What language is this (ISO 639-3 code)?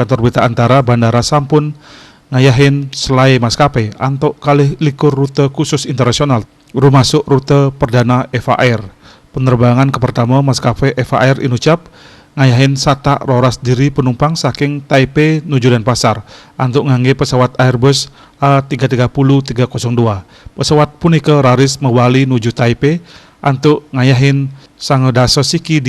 ban